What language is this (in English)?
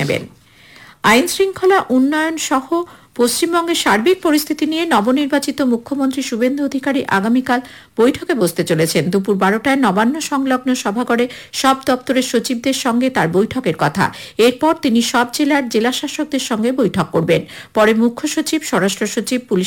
Bangla